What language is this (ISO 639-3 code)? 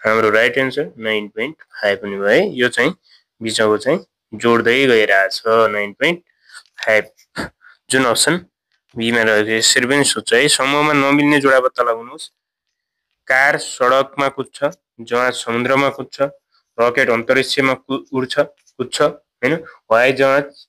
nep